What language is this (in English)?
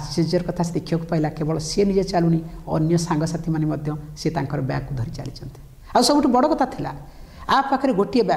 Odia